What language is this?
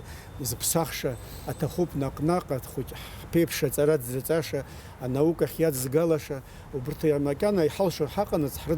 Abkhazian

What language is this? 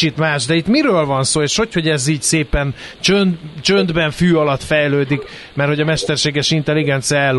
Hungarian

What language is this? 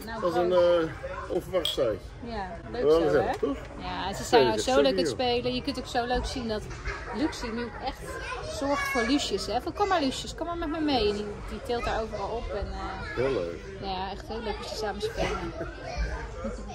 Dutch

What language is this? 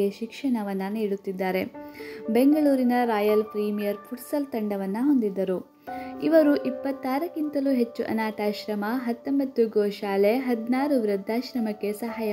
Kannada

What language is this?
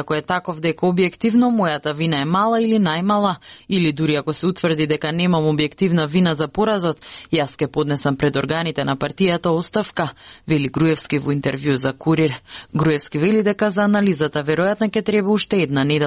Macedonian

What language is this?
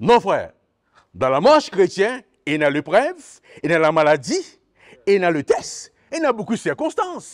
Morisyen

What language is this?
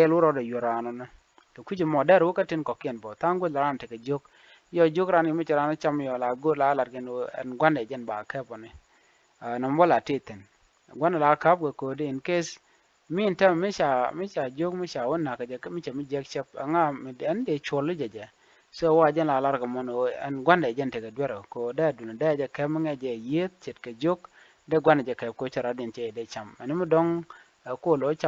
Nuer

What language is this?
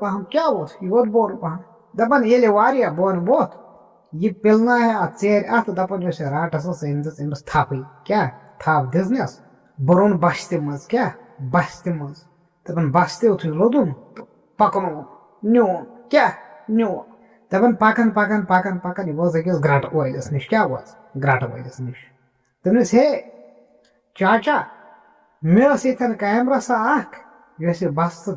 Kashmiri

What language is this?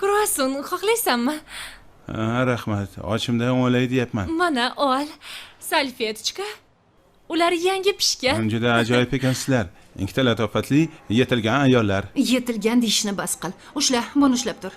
Uzbek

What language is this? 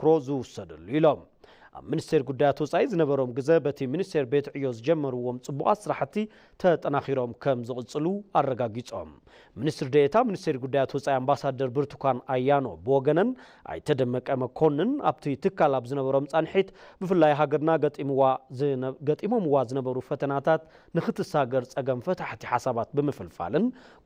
Tigrinya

